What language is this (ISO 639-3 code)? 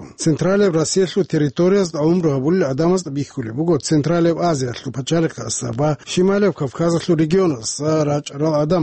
ava